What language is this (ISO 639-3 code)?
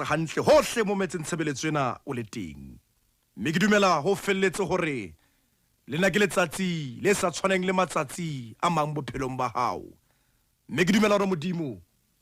sot